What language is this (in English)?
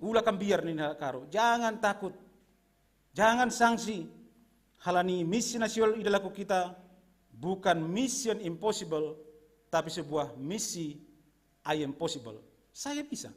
Batak Simalungun